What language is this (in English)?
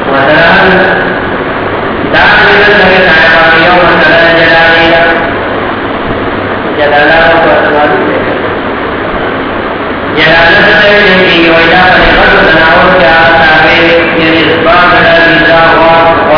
Urdu